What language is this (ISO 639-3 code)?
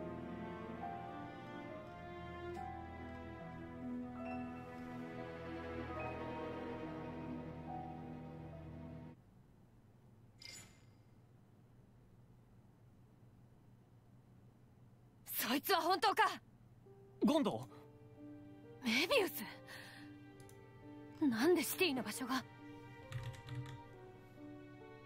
jpn